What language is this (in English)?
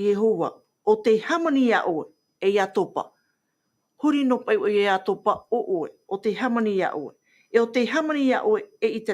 Tahitian